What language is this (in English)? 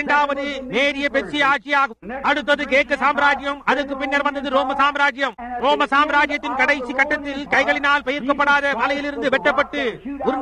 Tamil